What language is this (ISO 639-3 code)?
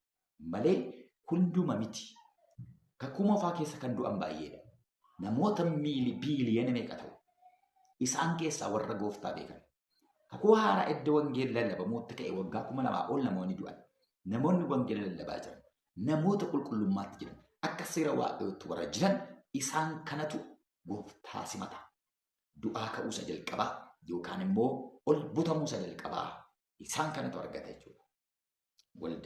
orm